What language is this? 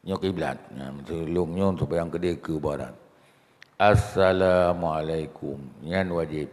Achinese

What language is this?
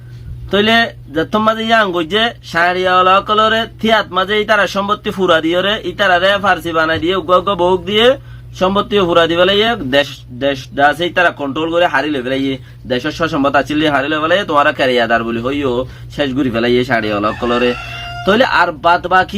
Rohingya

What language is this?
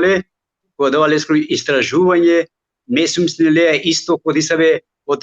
Balkan Romani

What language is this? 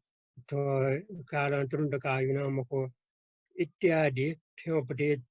Newari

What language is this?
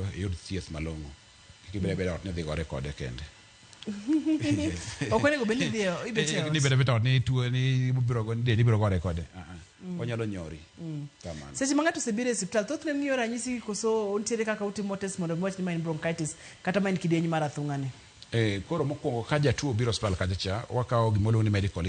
Luo (Kenya and Tanzania)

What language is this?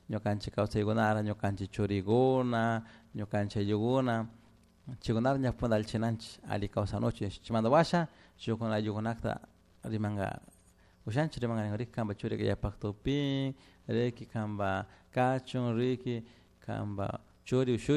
Chimborazo Highland Quichua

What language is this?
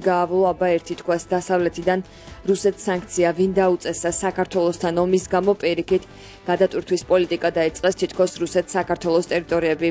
Georgian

